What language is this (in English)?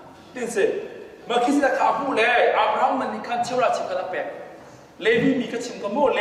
Hakha Chin